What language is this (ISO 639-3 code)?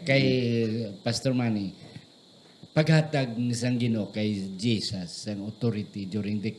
hil